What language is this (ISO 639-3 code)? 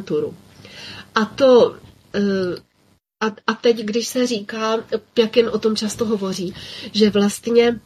ces